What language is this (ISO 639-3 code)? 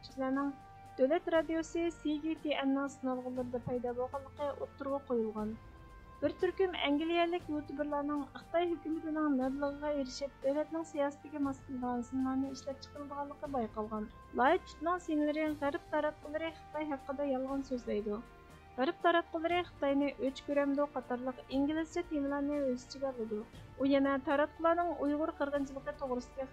uig